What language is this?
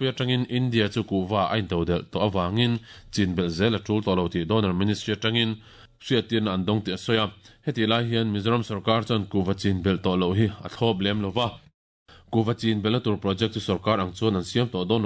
Mizo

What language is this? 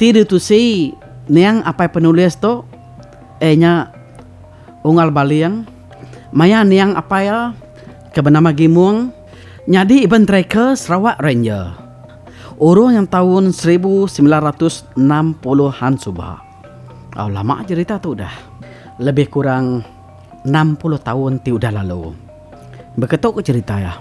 Iban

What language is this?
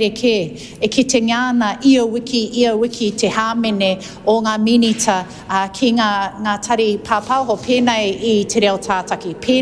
Māori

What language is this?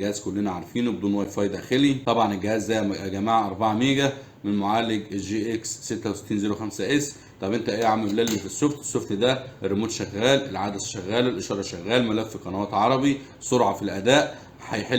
Egyptian Arabic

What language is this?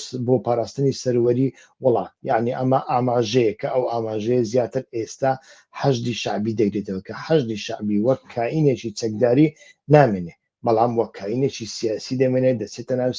Central Kurdish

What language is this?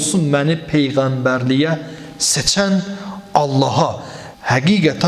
Azerbaijani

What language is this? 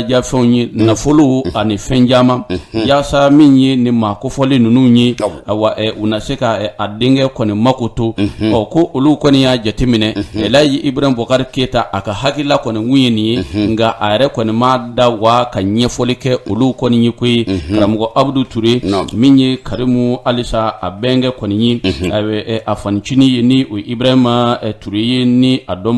Bambara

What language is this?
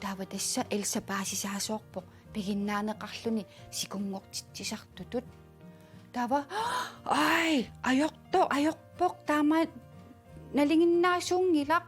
Kalaallisut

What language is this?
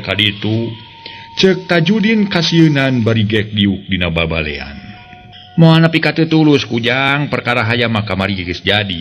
Sundanese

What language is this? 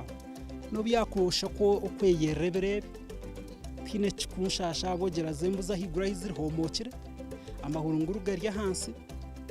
Nyankole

